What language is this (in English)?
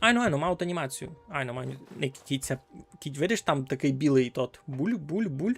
Rusyn